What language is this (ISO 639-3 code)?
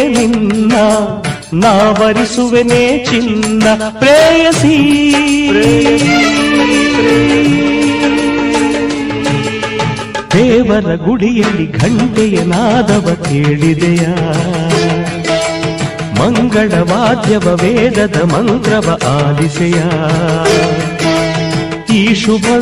kan